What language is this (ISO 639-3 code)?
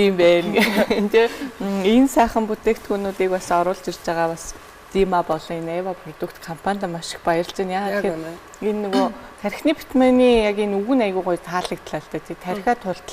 mon